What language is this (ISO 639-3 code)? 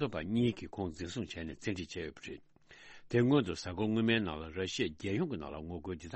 bod